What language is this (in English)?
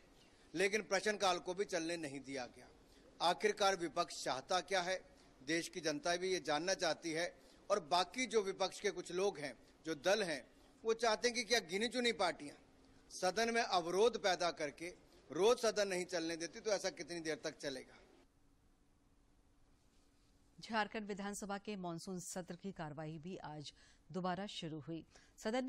Hindi